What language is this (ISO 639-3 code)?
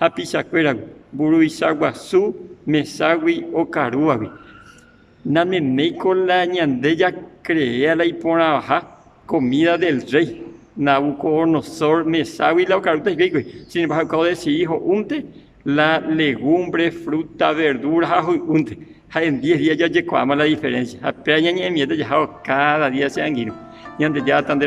grn